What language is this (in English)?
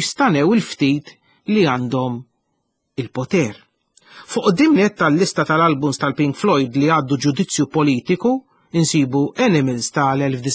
Maltese